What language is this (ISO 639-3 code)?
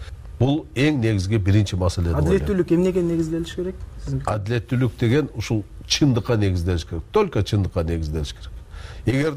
kir